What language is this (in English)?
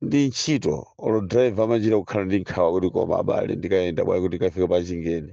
Nyanja